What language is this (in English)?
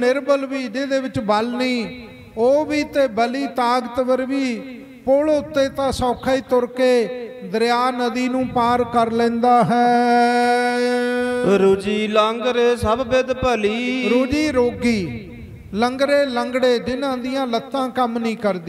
Punjabi